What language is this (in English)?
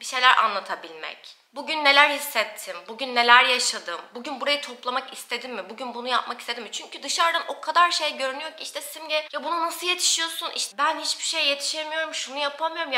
Turkish